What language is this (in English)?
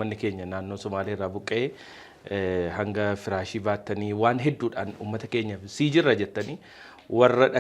Oromo